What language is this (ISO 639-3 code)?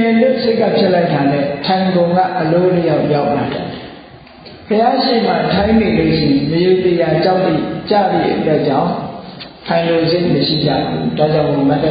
mya